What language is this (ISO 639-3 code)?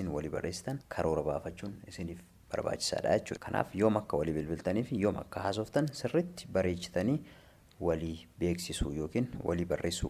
orm